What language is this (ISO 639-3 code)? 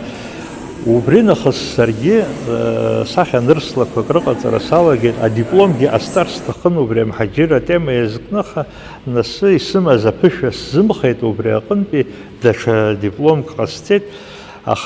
abk